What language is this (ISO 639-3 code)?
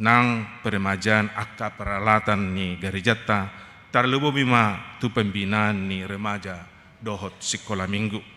bbc